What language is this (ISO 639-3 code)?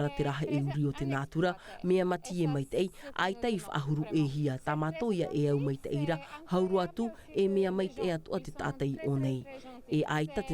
tah